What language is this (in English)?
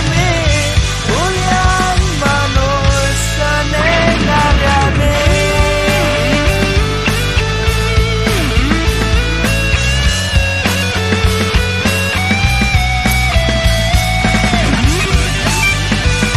Balinese